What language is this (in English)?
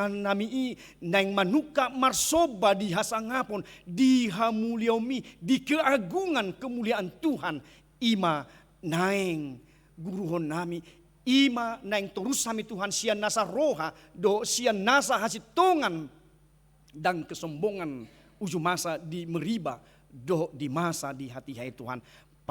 Batak Toba